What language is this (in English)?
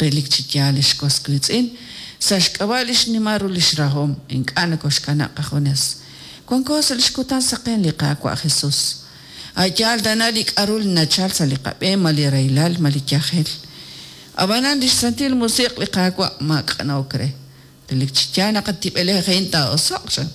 Kekchí